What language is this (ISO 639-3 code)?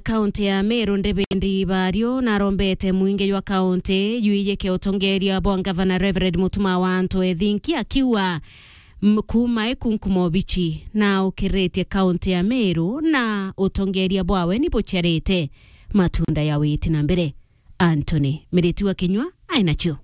mer